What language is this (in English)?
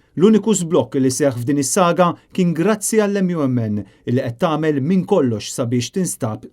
Maltese